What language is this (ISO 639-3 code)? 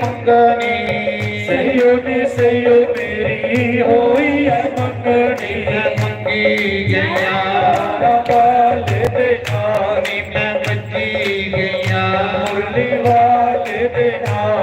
doi